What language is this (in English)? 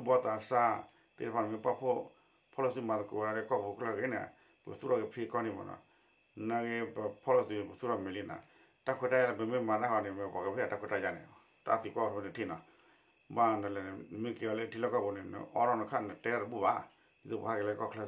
S'gaw Karen